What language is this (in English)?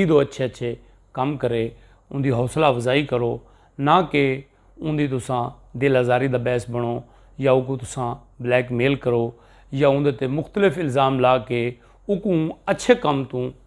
Saraiki